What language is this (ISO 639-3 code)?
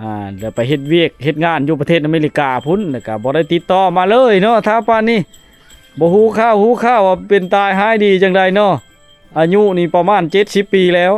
lao